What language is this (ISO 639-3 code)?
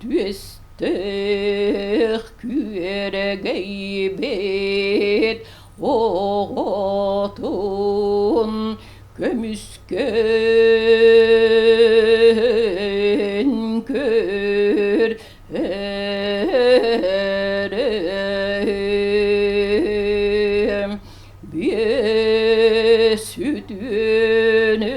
sah